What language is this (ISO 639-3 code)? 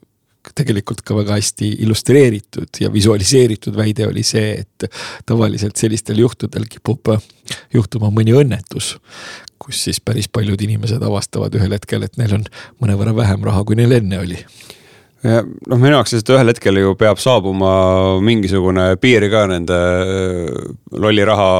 est